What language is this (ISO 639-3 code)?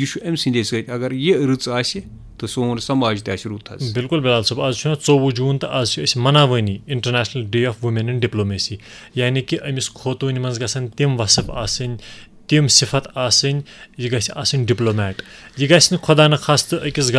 kas